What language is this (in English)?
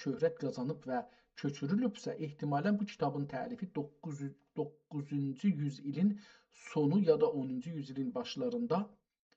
South Azerbaijani